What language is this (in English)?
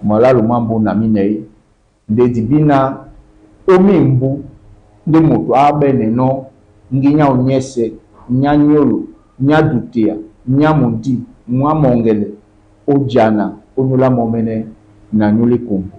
Duala